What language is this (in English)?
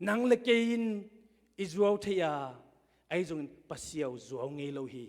Tedim Chin